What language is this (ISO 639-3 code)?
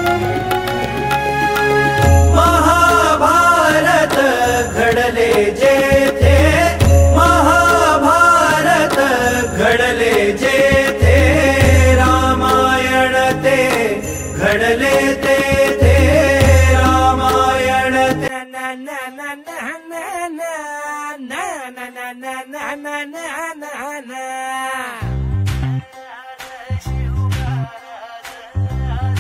mar